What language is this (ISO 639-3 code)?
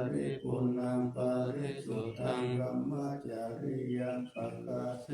pli